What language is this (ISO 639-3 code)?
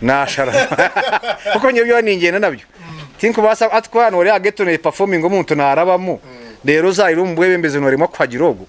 nyn